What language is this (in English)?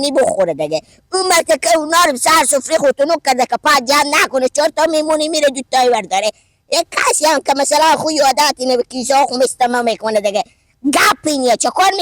Persian